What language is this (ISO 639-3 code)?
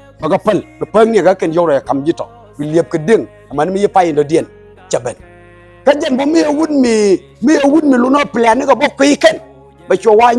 nus